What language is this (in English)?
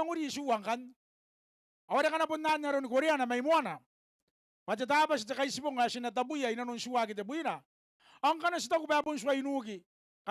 Gilbertese